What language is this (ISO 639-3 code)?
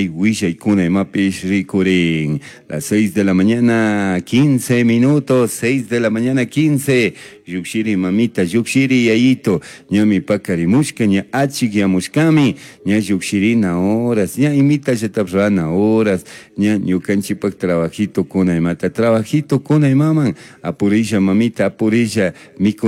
qug